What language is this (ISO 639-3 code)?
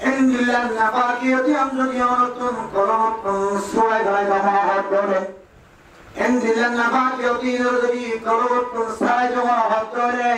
rhg